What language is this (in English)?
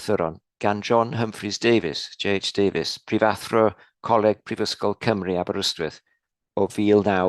Welsh